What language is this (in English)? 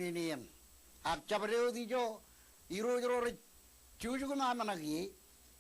Marshallese